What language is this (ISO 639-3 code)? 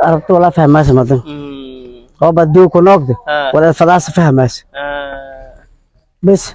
som